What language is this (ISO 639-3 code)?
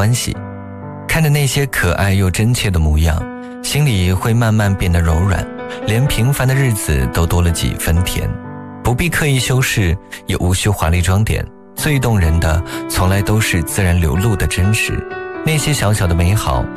zho